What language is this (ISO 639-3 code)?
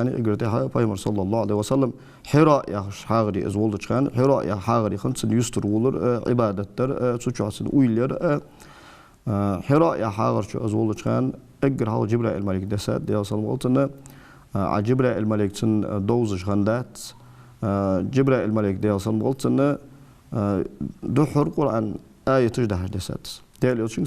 inh